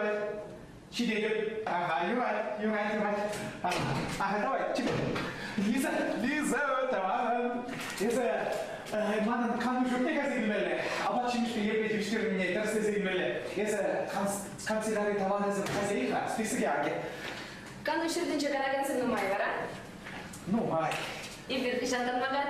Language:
Chuvash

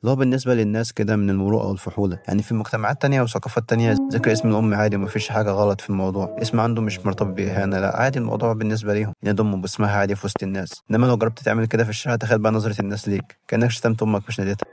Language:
Egyptian Arabic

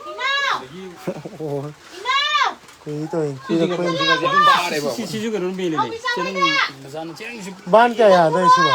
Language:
Manipuri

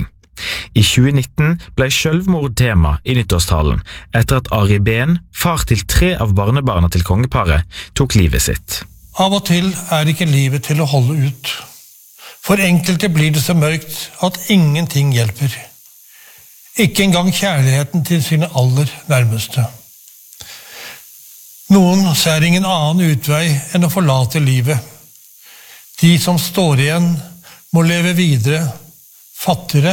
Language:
Norwegian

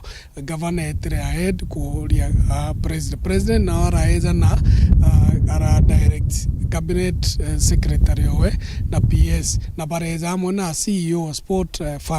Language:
Meru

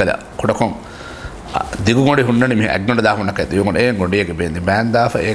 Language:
Divehi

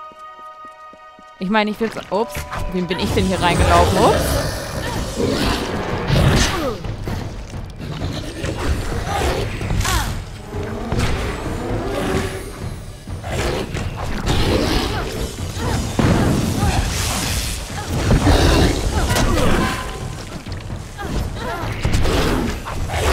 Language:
German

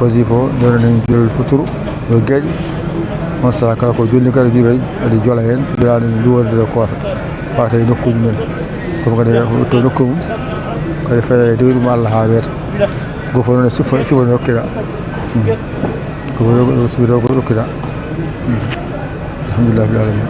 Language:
Fula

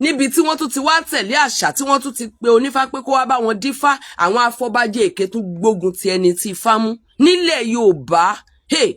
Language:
Yoruba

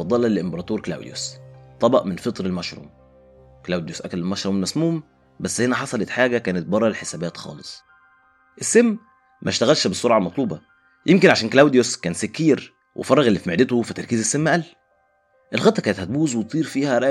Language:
Egyptian Arabic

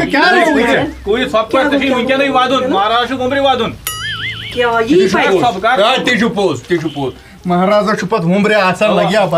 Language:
Kashmiri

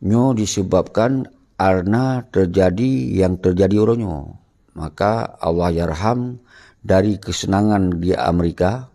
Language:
Achinese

